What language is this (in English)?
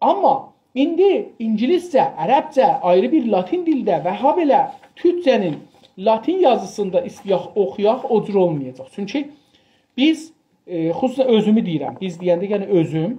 South Azerbaijani